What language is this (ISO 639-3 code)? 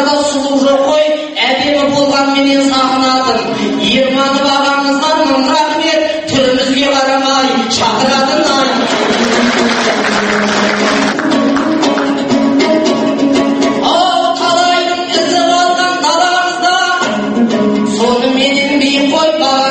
kaz